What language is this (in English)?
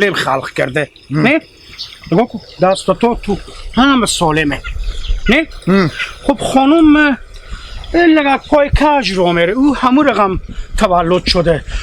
Hazaragi